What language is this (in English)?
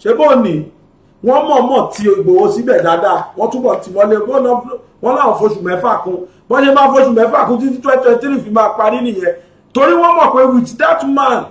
Yoruba